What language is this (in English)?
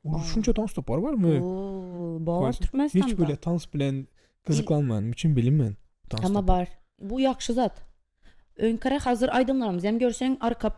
Turkmen